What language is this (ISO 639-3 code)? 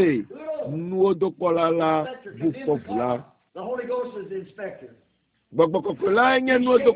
ewe